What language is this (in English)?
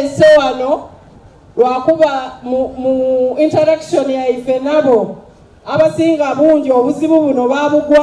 Soga